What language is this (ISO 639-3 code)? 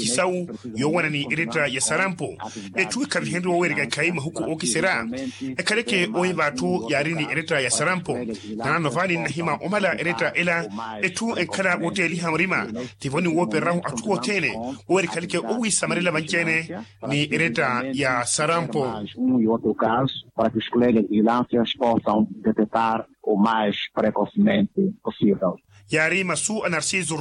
vmw